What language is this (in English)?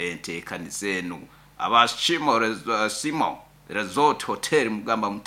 Nyoro